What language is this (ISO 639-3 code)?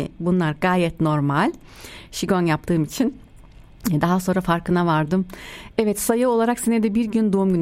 tur